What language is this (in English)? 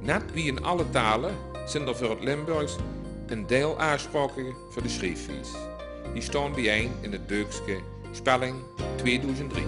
Limburgish